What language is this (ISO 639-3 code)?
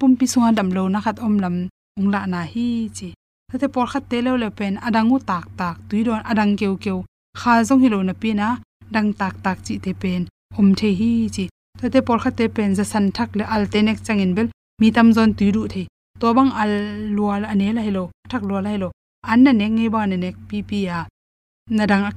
ctd